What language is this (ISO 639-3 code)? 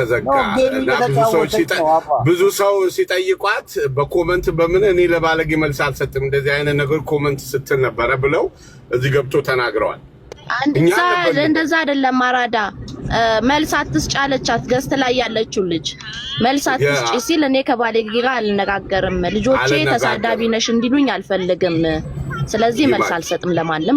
amh